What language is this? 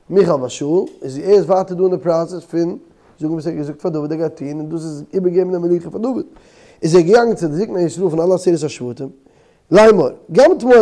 Yiddish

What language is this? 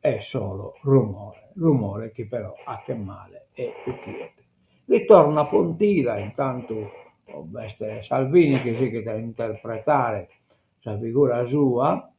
Sardinian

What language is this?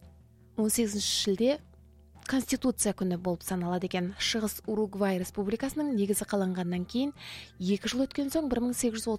Kazakh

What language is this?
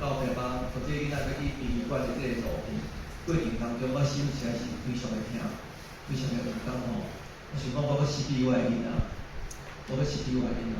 Min Nan Chinese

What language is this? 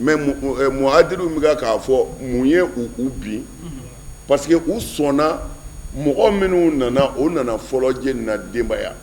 Bambara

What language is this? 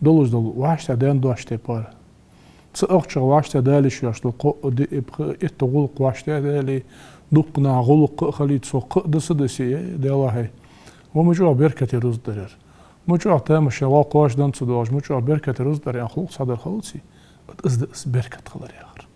Ingush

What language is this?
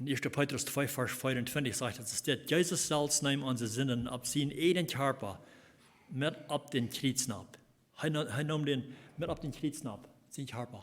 Plautdietsch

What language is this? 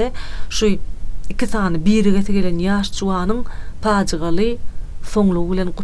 Turkmen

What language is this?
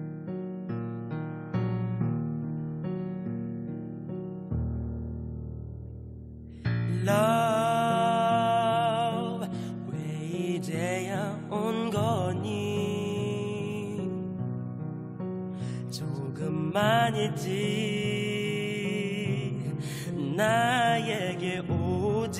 Korean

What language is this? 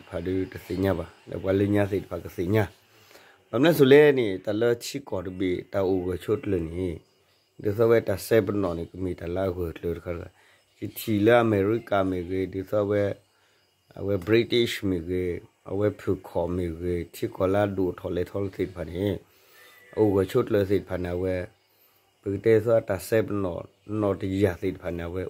Burmese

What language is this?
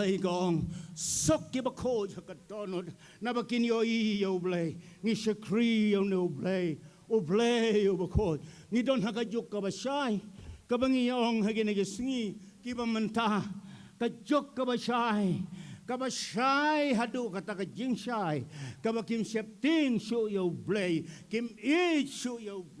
Khasi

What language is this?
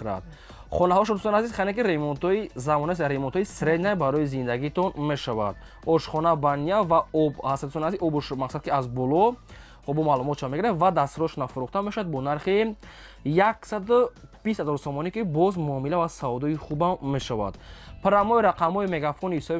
Tajik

